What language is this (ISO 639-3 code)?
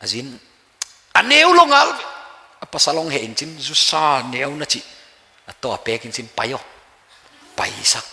pck